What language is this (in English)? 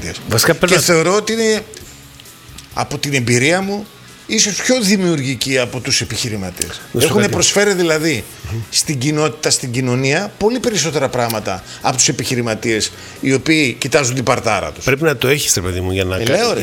Greek